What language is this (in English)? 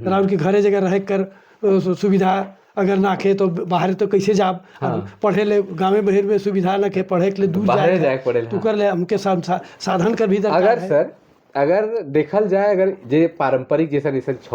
Sadri